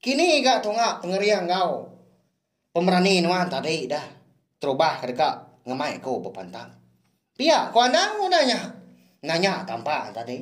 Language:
Iban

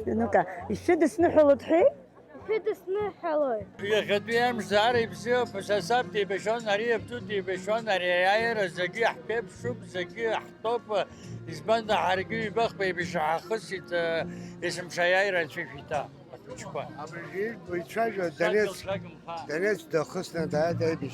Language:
Abkhazian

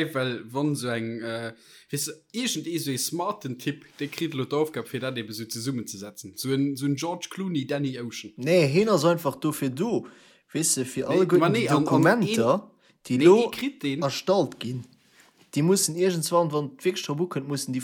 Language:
Luxembourgish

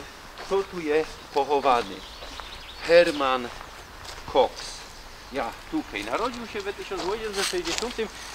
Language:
Silesian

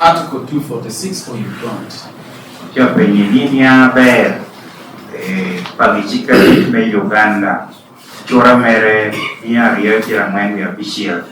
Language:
Lango (Uganda)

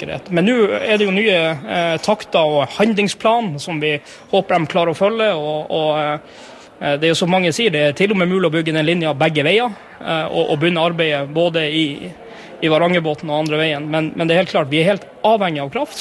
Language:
Norwegian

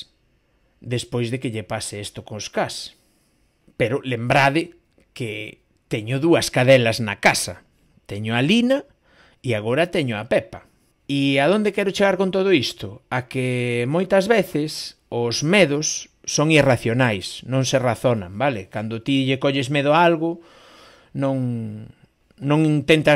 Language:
Galician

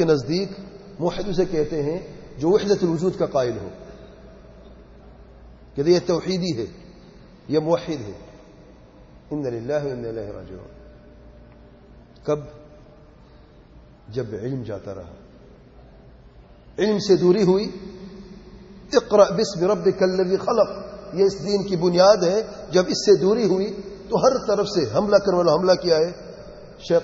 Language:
Urdu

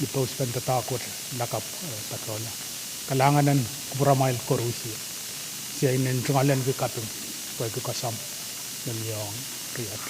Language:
Pohnpeian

